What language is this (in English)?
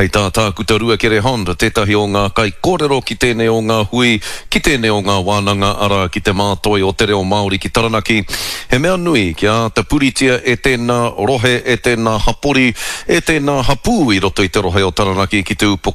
Māori